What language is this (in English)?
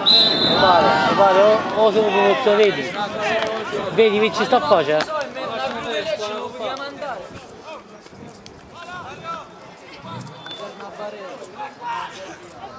Italian